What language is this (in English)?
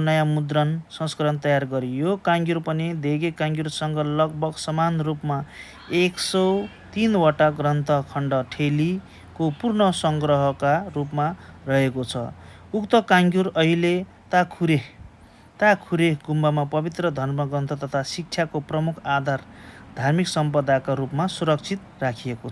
Nepali